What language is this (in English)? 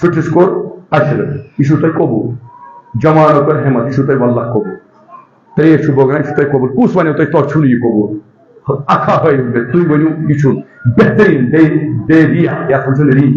Kashmiri